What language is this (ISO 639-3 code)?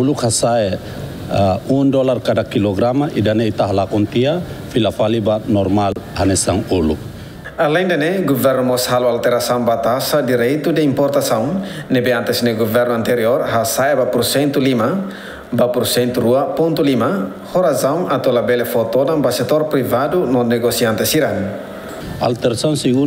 tet